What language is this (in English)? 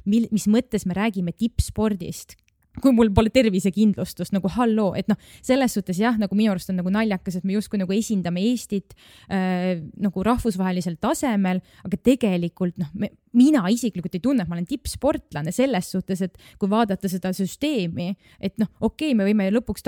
Estonian